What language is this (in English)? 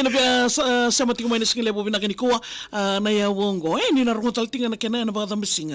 Fijian